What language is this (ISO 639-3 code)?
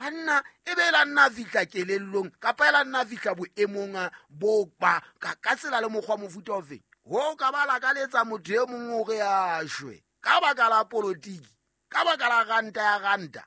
sot